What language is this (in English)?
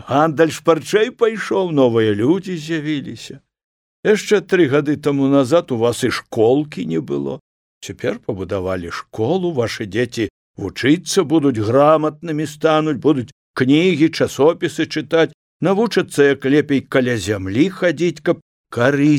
Belarusian